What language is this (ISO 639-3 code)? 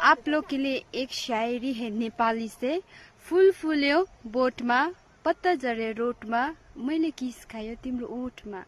nep